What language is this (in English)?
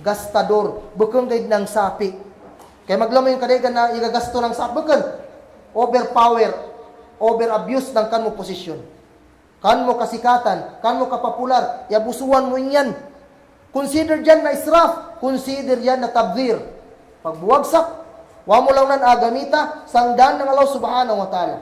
Kagan Kalagan